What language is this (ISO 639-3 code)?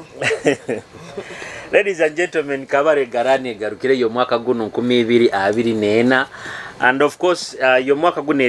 nyo